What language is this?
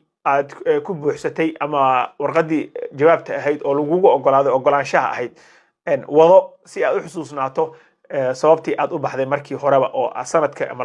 Somali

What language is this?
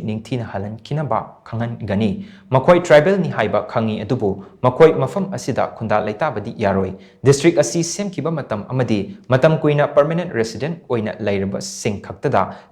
Manipuri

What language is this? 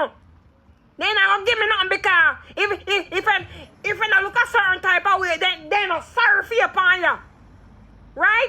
Jamaican Creole English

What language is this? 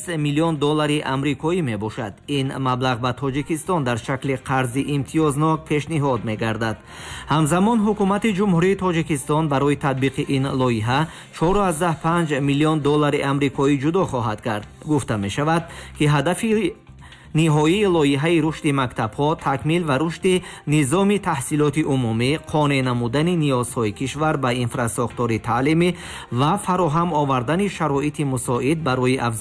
Tajik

